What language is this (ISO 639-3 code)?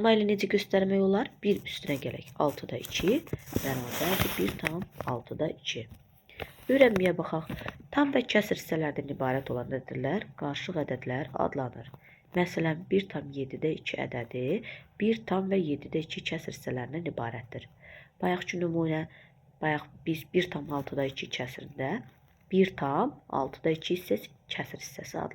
aze